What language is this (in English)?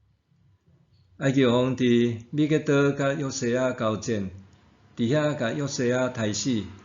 Min Nan Chinese